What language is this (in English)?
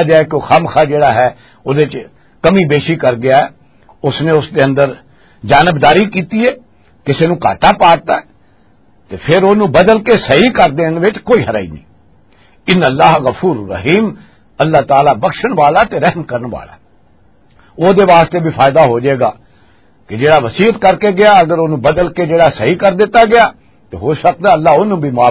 Western Panjabi